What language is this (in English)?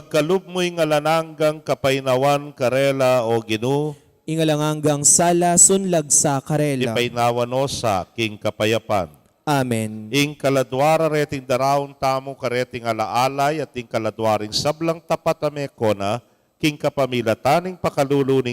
Pampanga